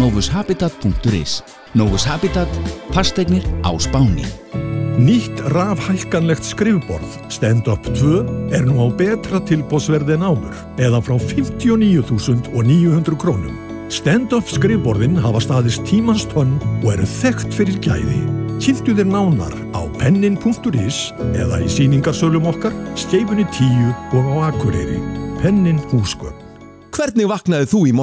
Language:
Icelandic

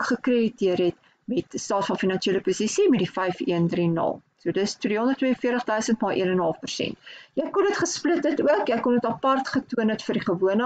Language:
Afrikaans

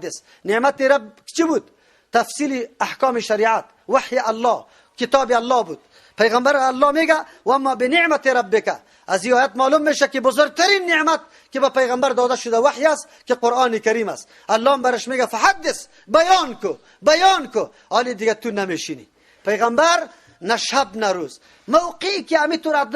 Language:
Persian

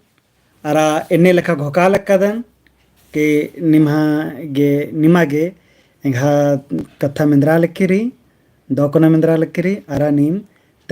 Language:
Kurukh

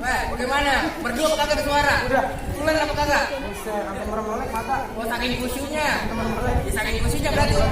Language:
Betawi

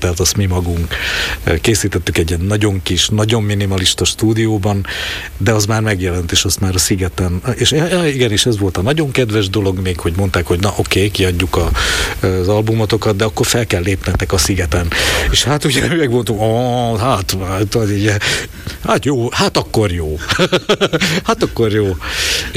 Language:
Hungarian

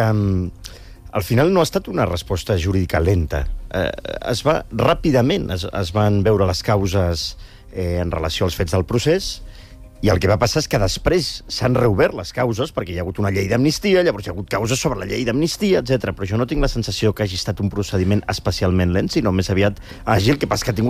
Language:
Catalan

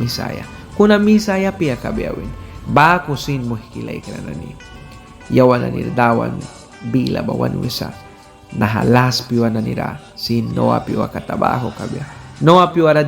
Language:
Mískito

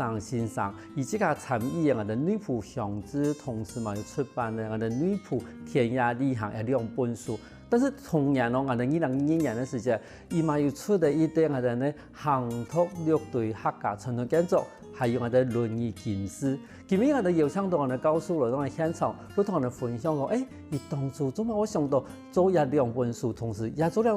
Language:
Hakka Chinese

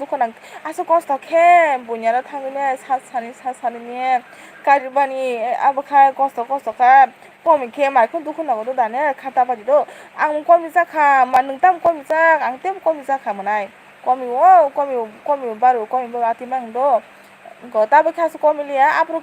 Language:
Kok Borok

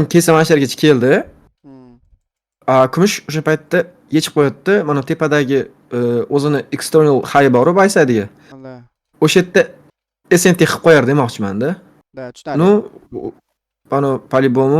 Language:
Uzbek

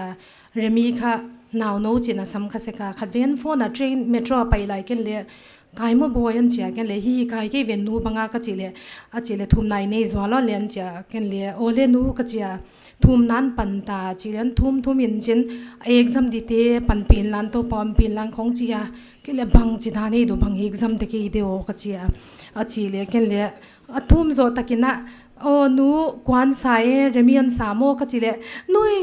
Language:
Paite Chin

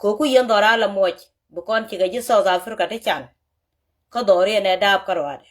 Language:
Nuer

